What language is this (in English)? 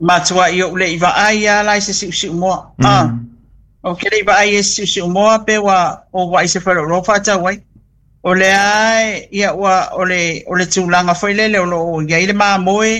Samoan